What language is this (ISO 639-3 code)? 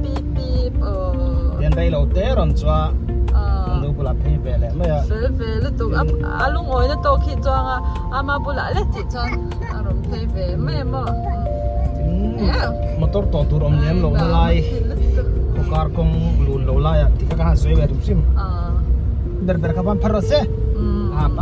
lus